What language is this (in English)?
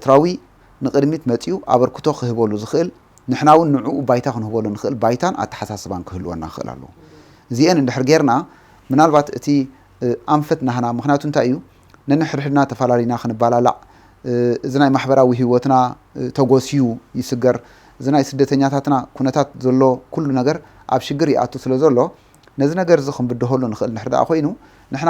Tigrinya